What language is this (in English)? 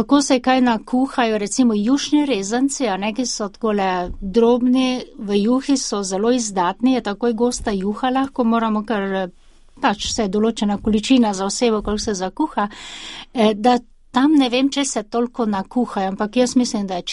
Slovenian